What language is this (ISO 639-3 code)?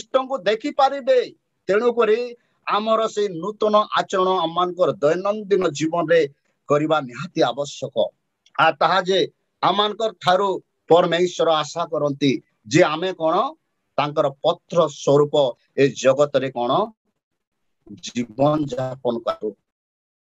ori